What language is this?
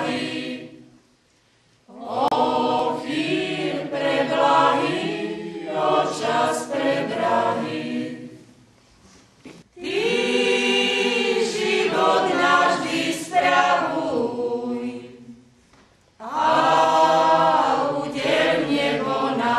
Slovak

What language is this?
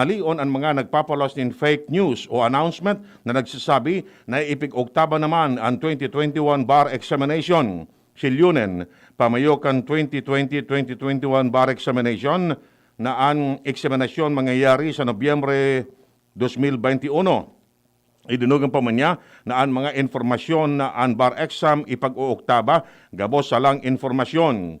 Bikol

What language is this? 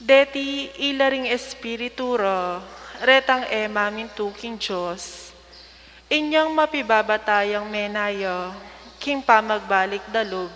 Pampanga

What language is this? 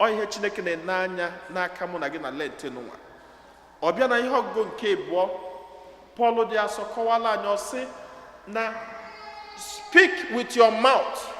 Igbo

